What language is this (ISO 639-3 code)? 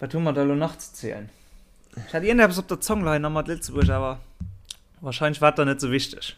ltz